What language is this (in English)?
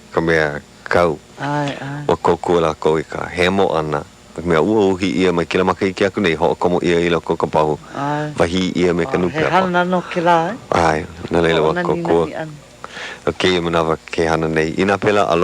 Hawaiian